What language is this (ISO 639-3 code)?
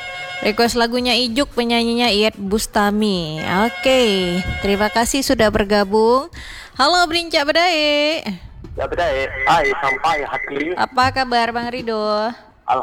ind